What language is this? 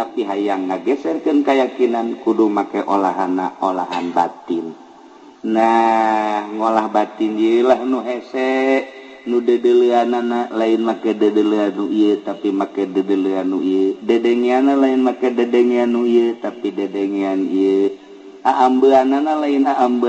Sundanese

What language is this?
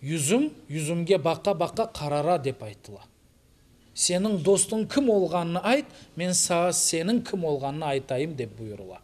Crimean Tatar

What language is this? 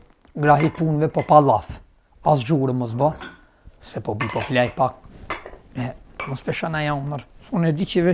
Albanian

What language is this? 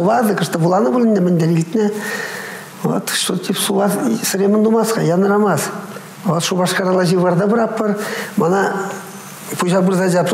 Chuvash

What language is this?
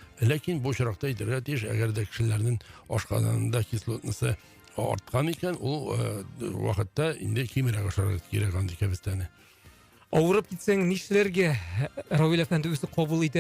Tatar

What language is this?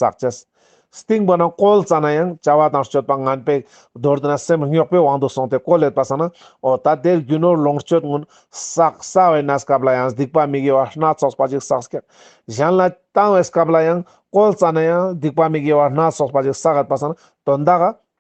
Ladakhi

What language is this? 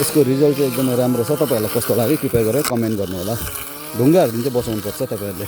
Nepali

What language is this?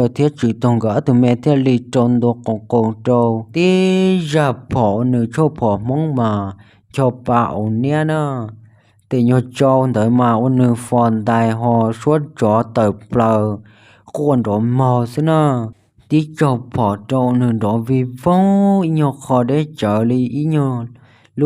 Hmong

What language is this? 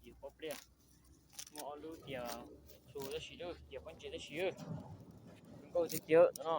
Hmong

